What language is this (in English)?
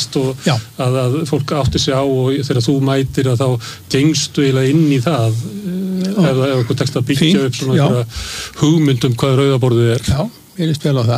Icelandic